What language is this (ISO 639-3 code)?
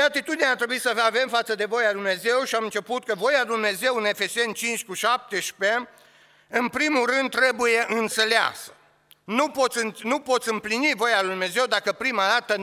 ron